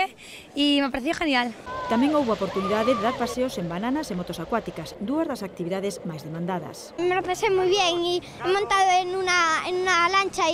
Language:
Galician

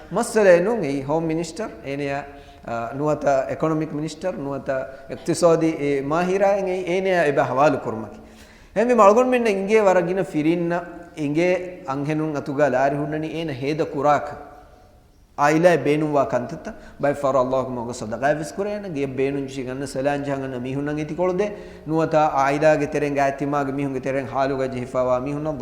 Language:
Divehi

